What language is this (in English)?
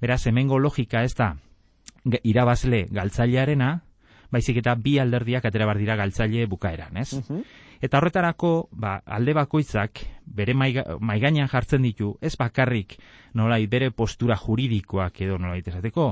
Basque